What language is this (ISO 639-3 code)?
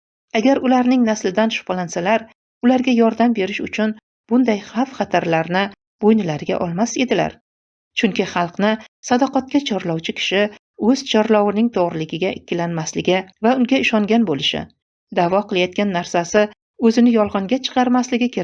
uzb